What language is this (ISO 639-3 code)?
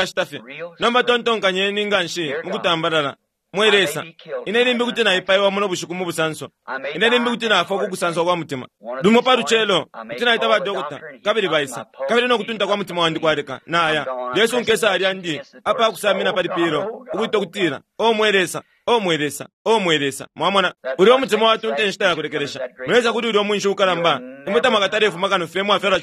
bem